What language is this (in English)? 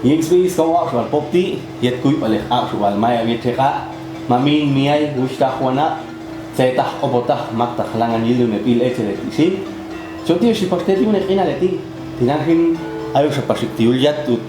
Popti'